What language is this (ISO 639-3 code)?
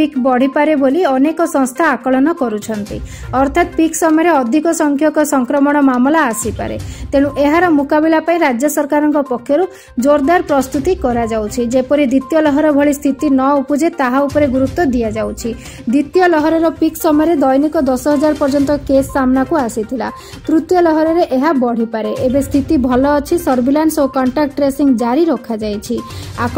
ori